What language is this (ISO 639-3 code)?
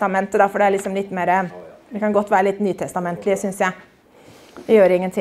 nor